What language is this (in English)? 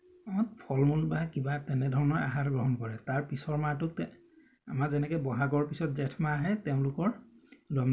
Assamese